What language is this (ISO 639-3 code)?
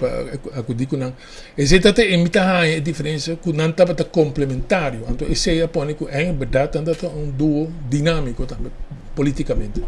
pap